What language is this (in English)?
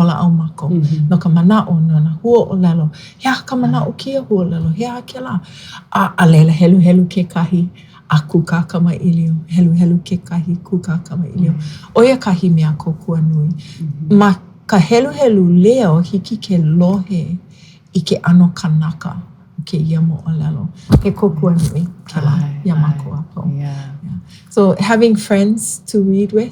Hawaiian